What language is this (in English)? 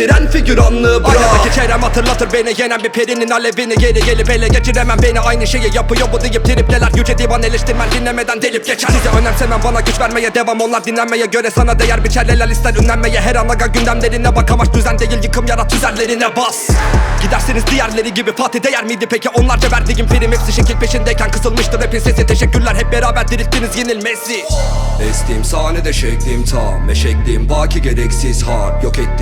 Turkish